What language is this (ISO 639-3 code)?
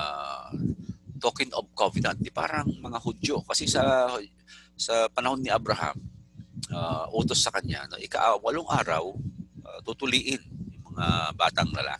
fil